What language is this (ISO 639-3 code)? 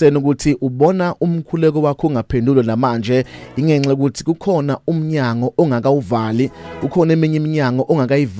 zul